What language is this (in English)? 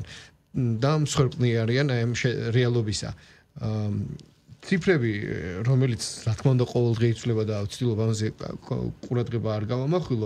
Georgian